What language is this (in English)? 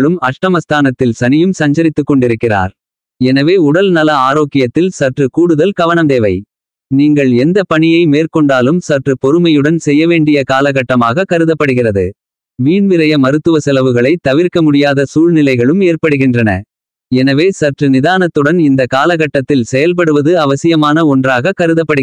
Tamil